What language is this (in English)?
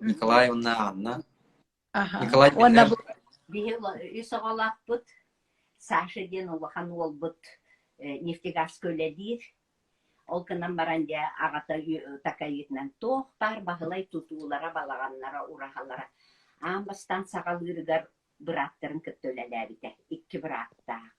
Yakut